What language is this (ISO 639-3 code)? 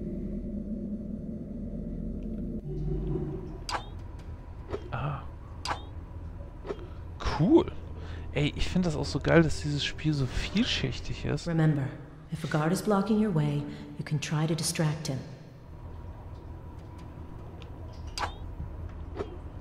deu